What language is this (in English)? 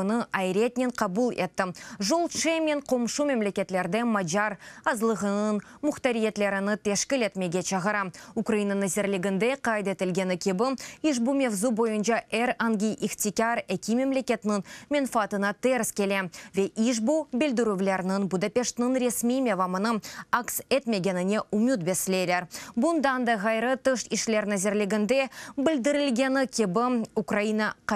Crimean Tatar